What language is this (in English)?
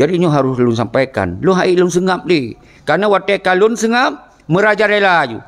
Achinese